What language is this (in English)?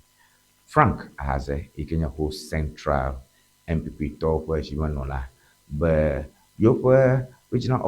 Ewe